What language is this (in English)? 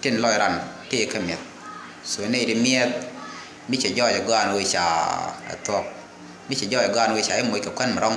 Nuer